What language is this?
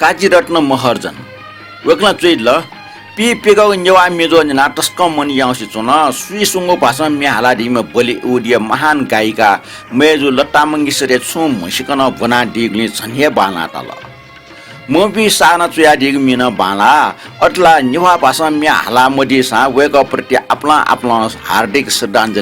Newari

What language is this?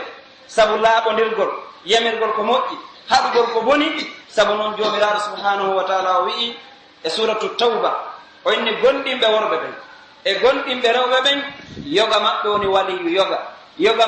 Pular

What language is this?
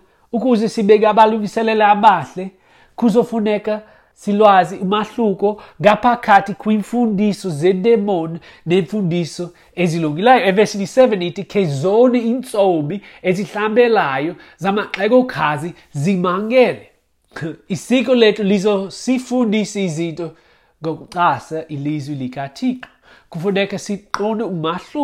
Xhosa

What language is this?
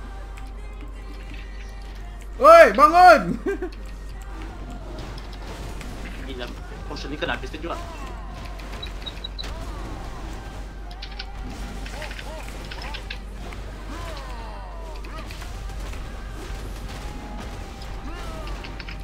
Malay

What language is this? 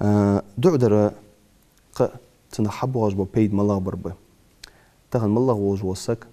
Ingush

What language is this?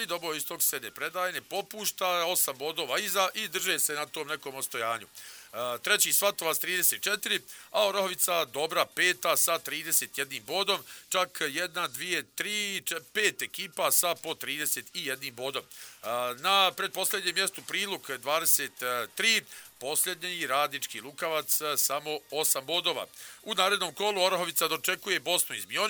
Bosnian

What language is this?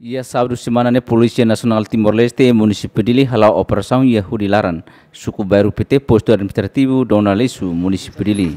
Tetum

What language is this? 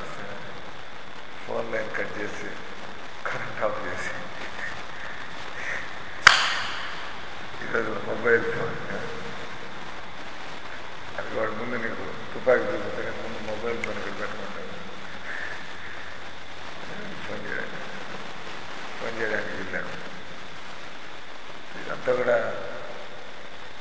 Telugu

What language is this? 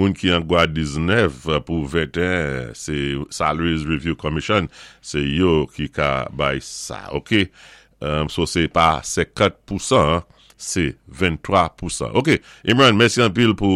Saint Lucian Creole French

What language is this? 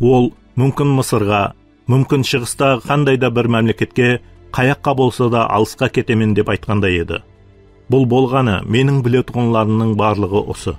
Kara-Kalpak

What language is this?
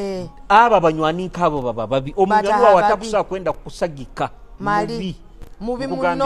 Nyoro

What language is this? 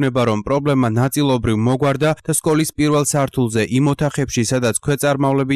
Georgian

